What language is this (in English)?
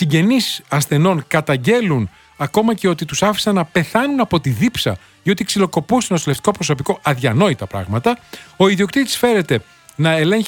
Greek